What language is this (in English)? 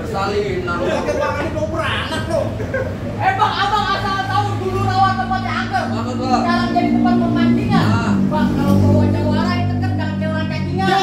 Betawi